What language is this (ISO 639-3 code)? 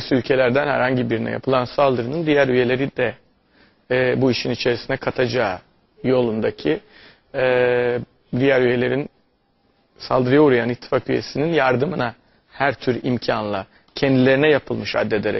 tur